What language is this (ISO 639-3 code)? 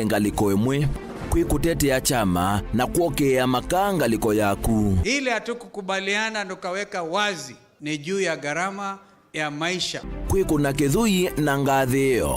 kam